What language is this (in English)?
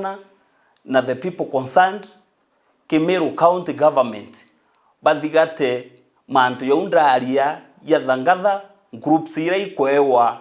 Meru